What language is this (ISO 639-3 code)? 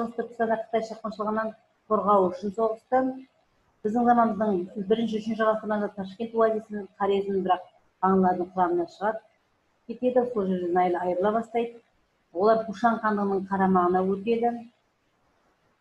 kaz